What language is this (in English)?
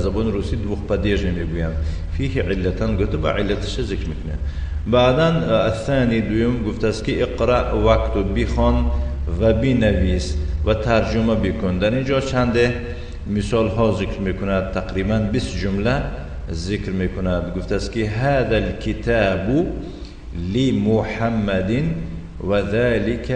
Tajik